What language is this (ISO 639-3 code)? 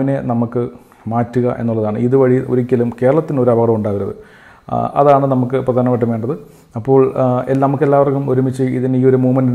mal